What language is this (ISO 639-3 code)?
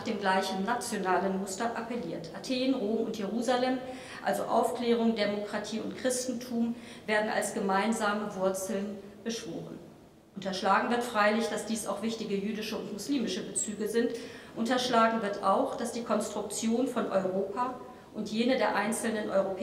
deu